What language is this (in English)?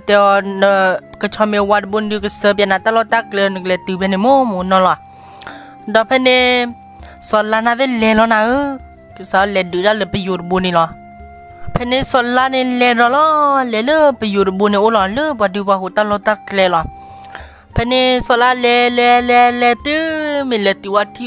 S'gaw Karen